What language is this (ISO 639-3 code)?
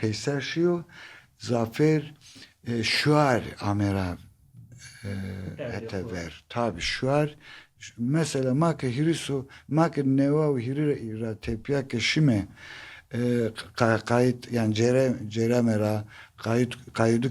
zza